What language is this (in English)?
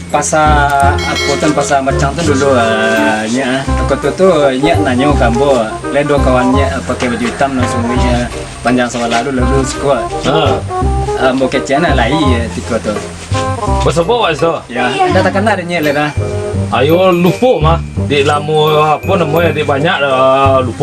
Minangkabau